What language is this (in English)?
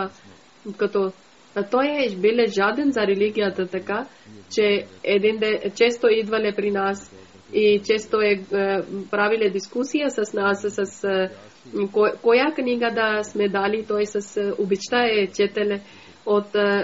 Bulgarian